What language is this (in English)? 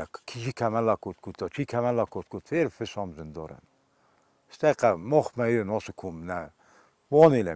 Ossetic